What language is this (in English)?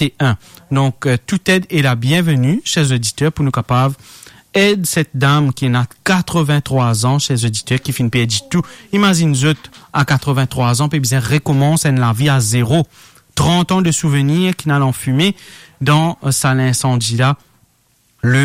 Morisyen